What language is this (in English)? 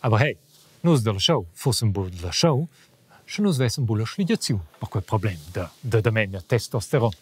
Romansh